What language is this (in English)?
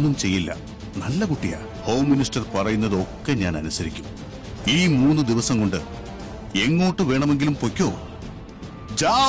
Malayalam